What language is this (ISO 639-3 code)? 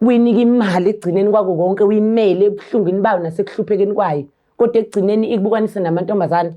zul